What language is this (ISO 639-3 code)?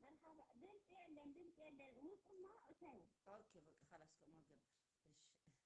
tir